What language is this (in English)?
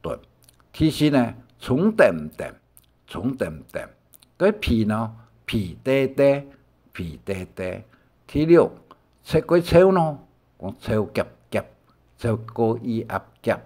Hakka Chinese